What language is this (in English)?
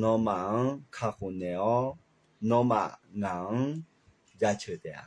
Akha